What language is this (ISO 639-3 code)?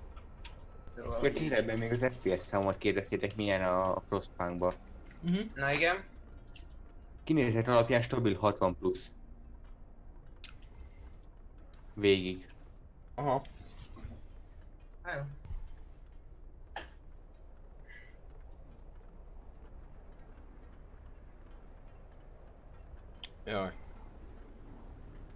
hun